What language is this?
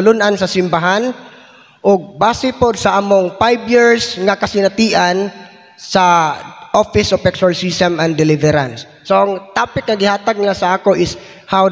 Cebuano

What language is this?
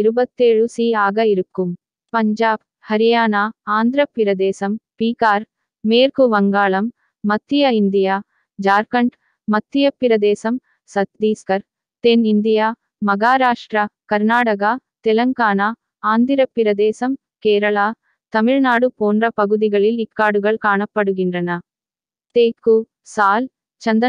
Tamil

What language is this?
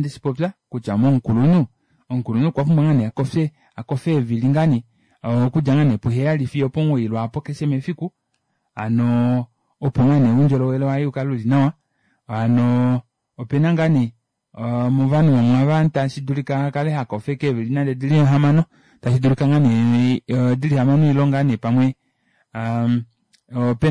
Kuanyama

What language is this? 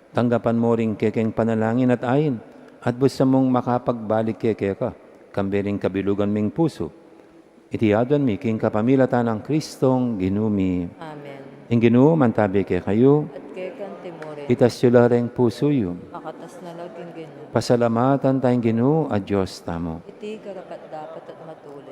Pampanga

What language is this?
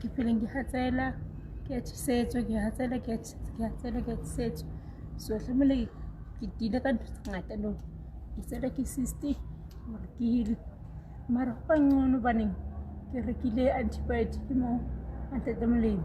Southern Sotho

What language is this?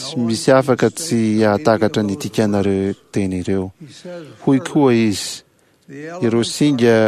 Malagasy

